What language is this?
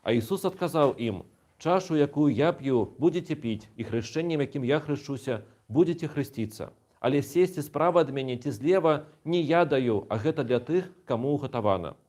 Belarusian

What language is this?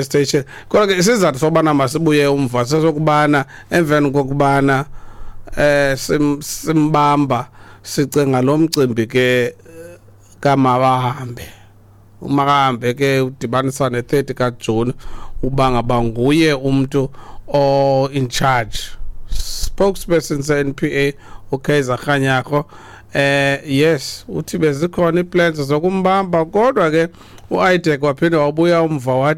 Xhosa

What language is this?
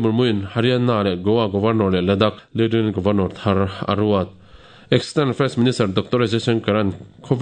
Mizo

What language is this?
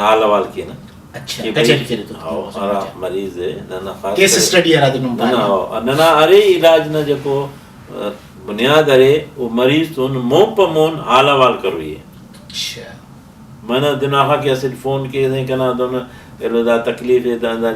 Brahui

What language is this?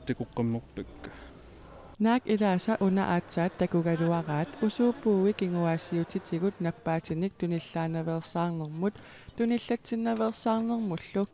Kalaallisut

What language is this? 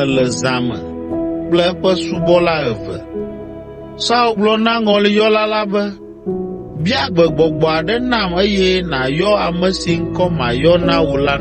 Ewe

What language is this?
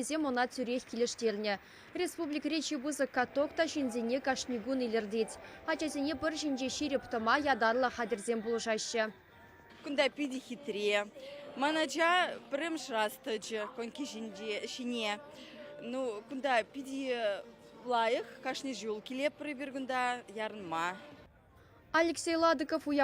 Chuvash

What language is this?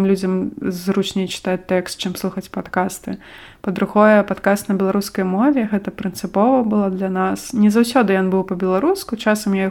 Belarusian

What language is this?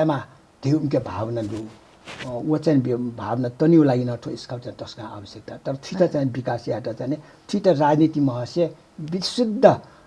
Newari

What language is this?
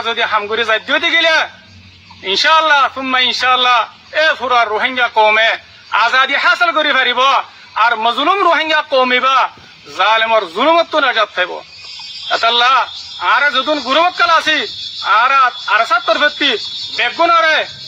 Rohingya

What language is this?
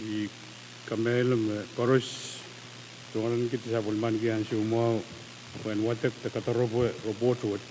Pohnpeian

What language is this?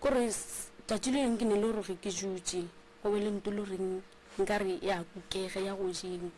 Northern Sotho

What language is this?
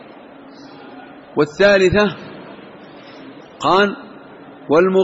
Arabic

